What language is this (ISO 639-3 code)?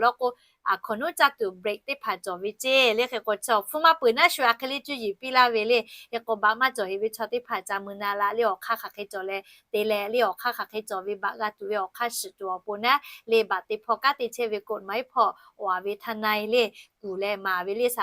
lhu